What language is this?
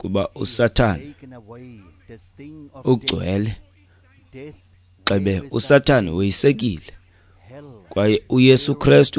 Xhosa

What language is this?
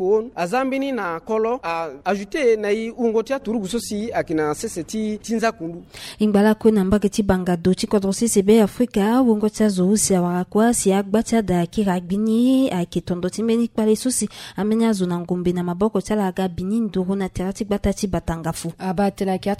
Sango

